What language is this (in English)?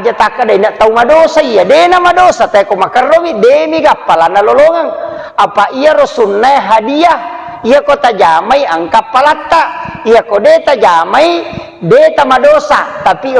Buginese